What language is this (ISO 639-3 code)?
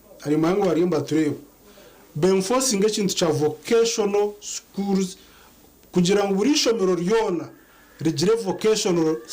nyn